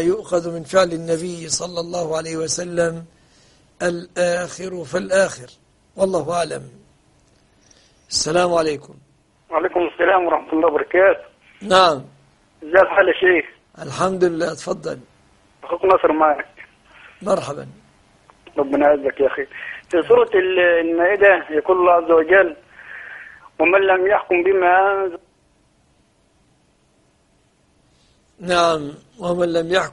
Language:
Arabic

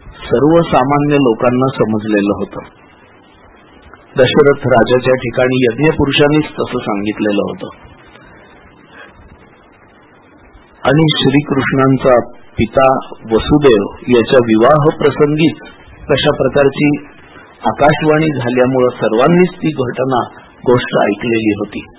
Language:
Marathi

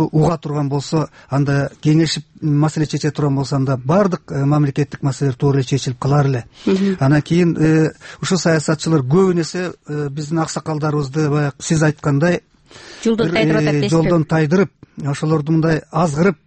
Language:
Kyrgyz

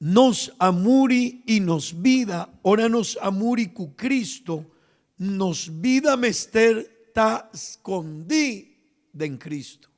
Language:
Papiamento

